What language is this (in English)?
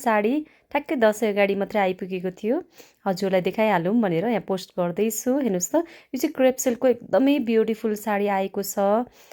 Nepali